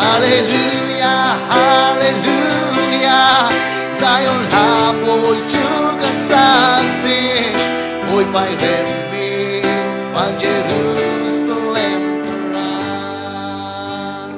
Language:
Falam Chin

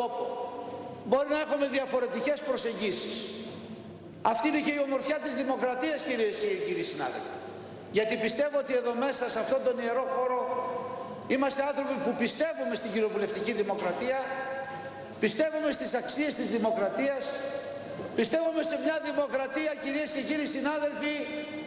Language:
Greek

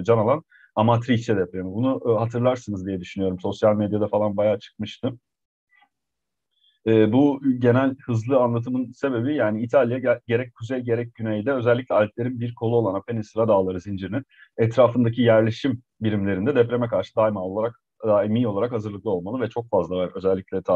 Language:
Turkish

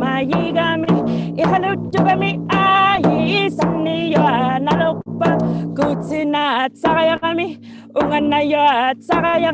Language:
Inuktitut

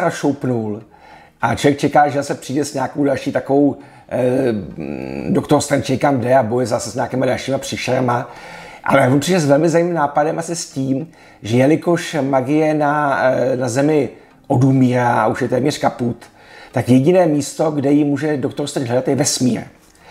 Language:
Czech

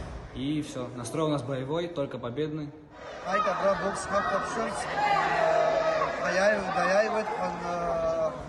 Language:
Abkhazian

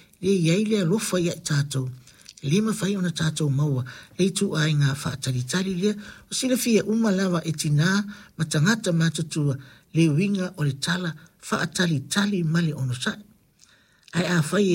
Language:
Samoan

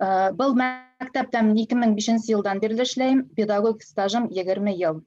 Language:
Bashkir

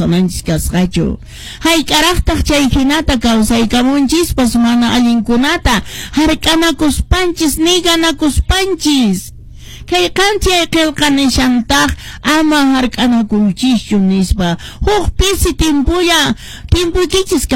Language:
Quechua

